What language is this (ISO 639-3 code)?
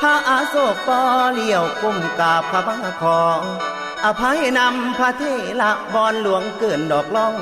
tts